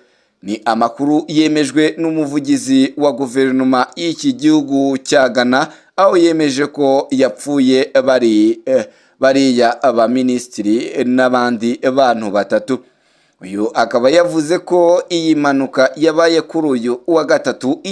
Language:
Kinyarwanda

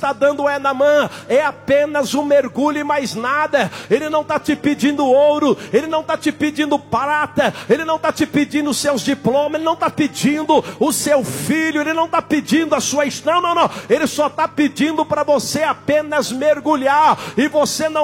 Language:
Portuguese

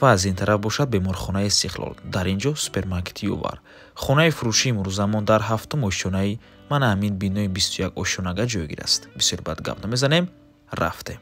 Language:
Tajik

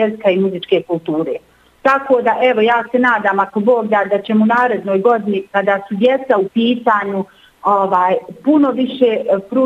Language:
Bosnian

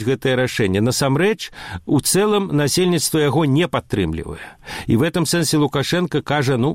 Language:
Belarusian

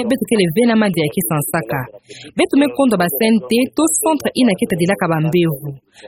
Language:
Kituba (Democratic Republic of Congo)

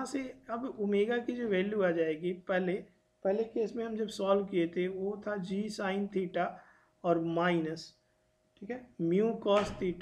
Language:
Hindi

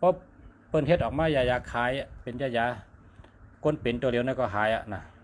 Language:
Shan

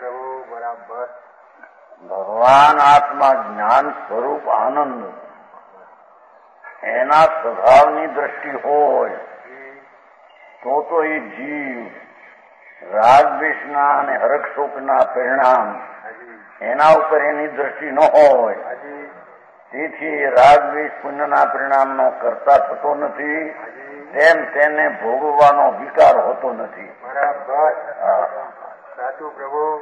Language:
Gujarati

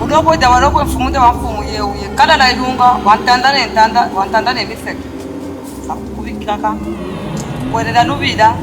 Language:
Luba-Katanga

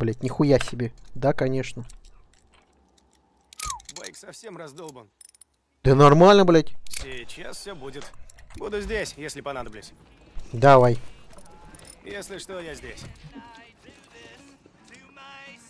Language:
Russian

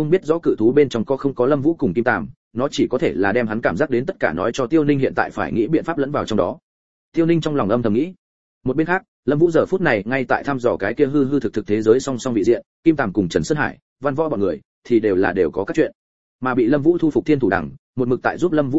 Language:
Vietnamese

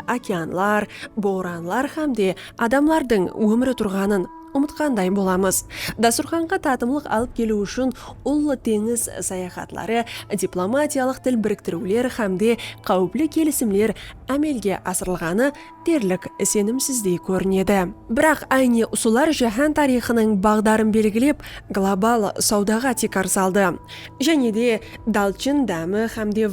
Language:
Kara-Kalpak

